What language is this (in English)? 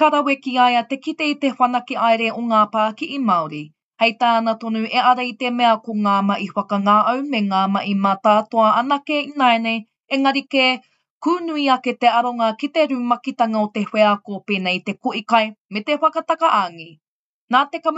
Māori